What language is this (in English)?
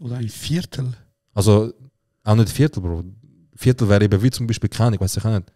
Swiss German